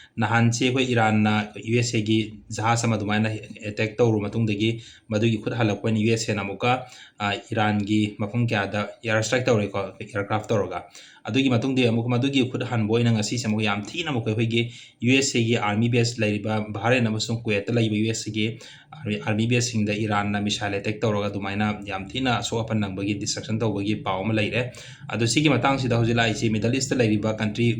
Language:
Manipuri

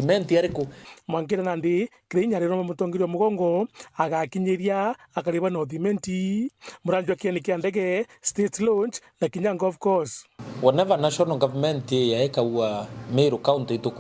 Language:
Meru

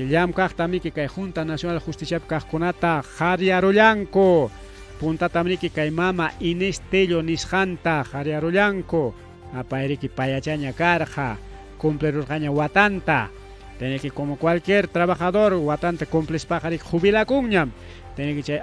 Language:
Ayacucho Quechua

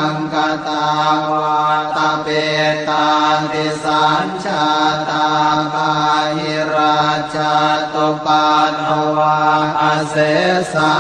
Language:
Pali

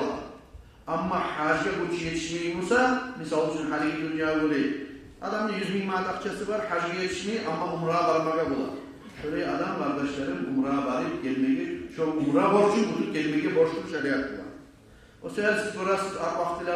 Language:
Kumyk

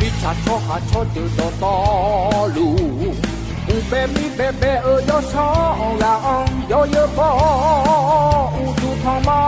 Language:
Akha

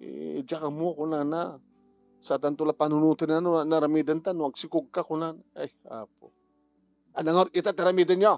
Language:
Iloko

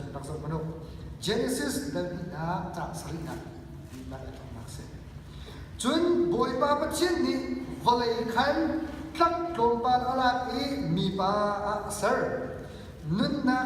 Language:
Hakha Chin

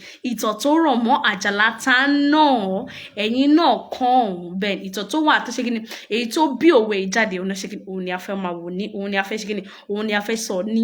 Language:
Yoruba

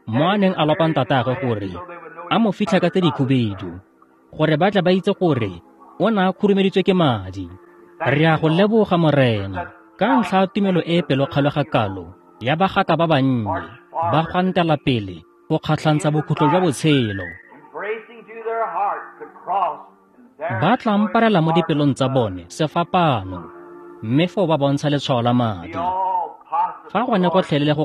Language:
Tswana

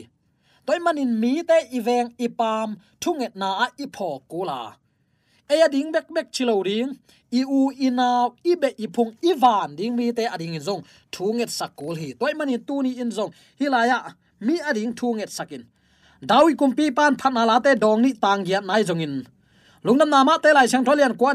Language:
Tedim Chin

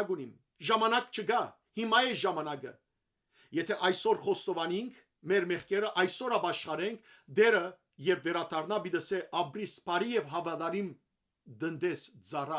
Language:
Western Armenian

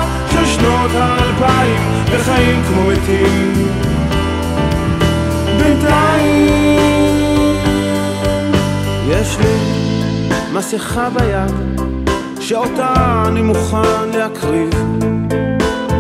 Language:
Hebrew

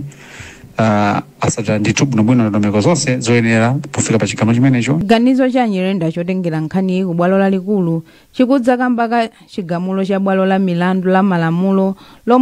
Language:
Nyanja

